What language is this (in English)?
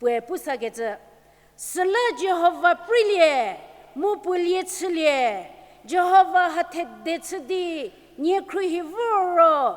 Angami Naga